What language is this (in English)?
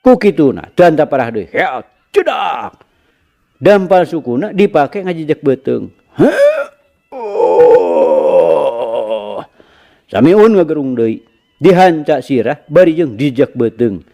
Sundanese